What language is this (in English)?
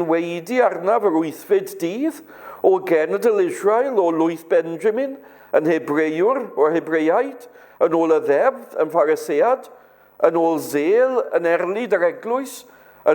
Welsh